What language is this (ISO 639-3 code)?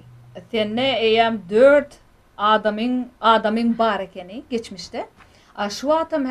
tuk